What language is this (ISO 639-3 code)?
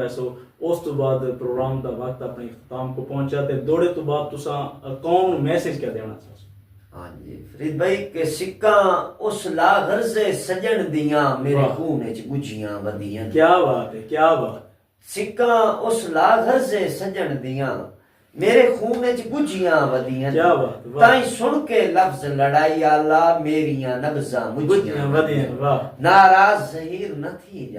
skr